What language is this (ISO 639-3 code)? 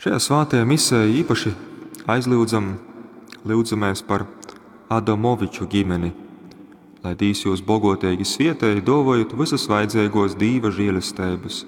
ltg